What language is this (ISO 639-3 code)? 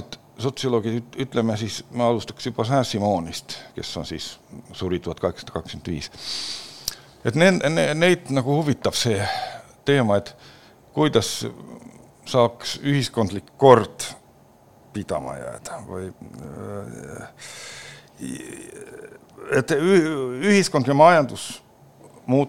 est